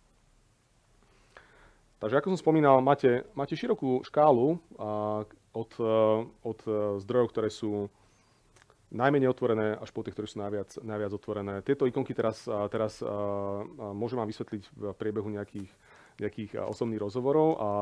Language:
Slovak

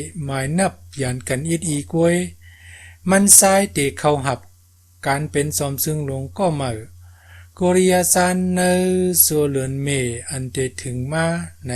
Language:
Shan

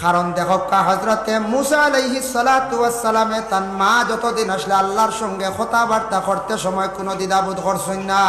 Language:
Sylheti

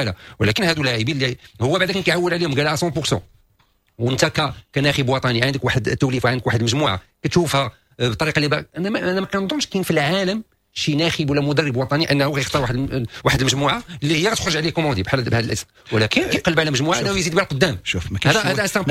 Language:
Moroccan Arabic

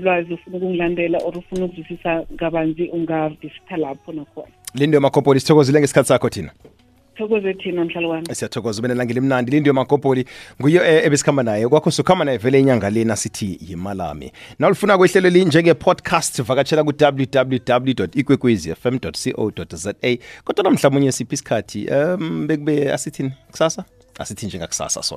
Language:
South Ndebele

